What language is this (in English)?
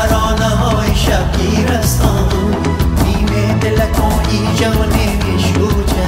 Persian